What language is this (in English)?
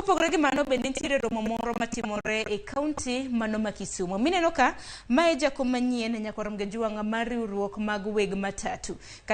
Luo (Kenya and Tanzania)